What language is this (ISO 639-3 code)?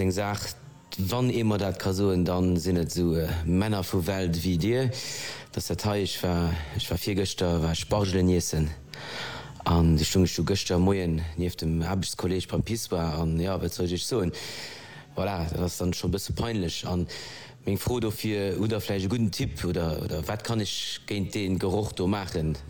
ltz